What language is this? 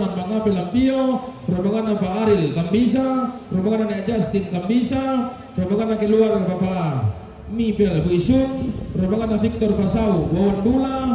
Toraja-Sa'dan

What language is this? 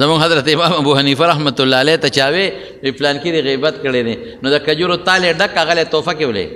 Pashto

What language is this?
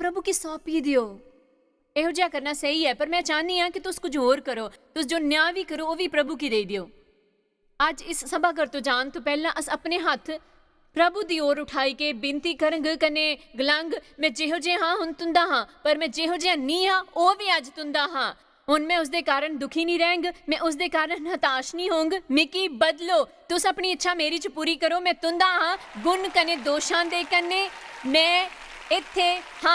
Dogri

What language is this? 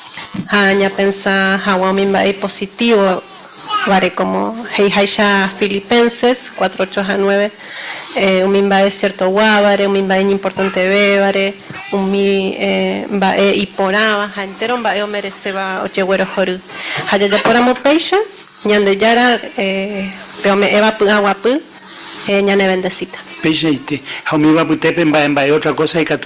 Guarani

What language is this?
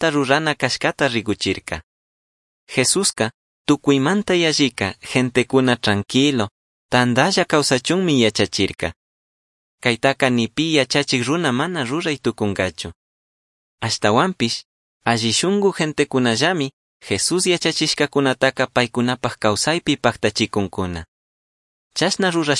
Chimborazo Highland Quichua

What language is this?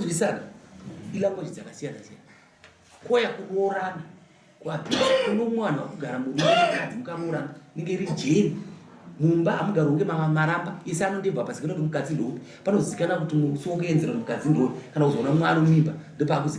Shona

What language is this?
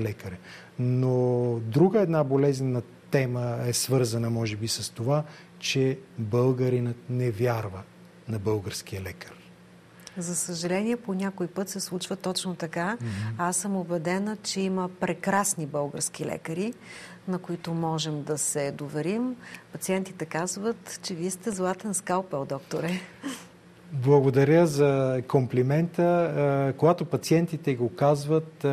Bulgarian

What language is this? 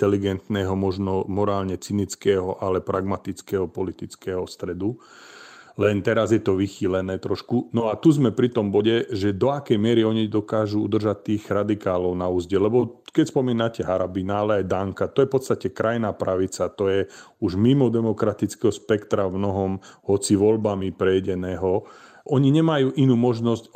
Slovak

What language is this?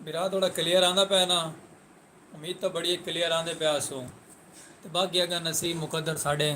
Saraiki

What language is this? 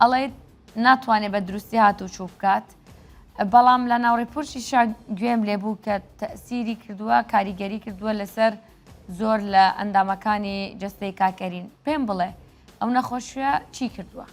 Central Kurdish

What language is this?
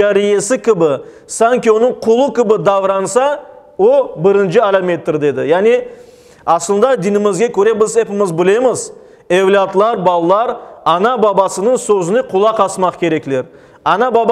Crimean Tatar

